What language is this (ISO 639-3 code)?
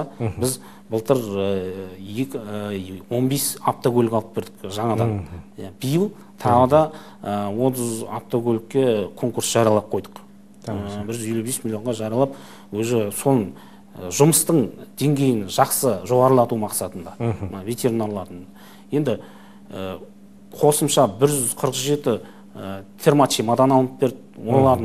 kaz